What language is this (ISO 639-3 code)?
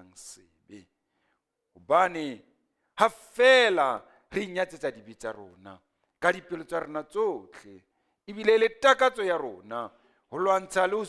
sot